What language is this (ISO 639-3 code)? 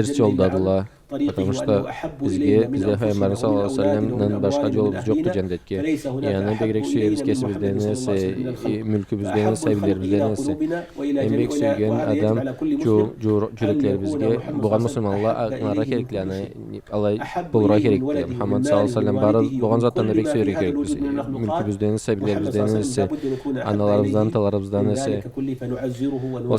krc